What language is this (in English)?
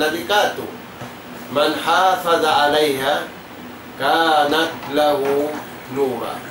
Tausug